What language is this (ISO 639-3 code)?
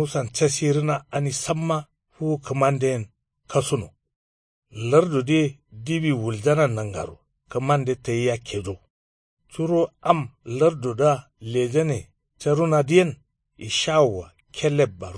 kau